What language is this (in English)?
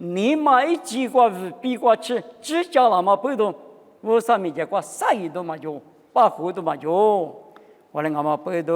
Lisu